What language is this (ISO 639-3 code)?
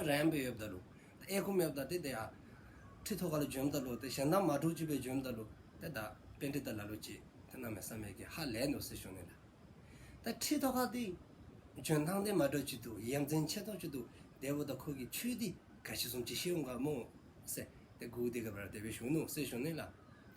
dzo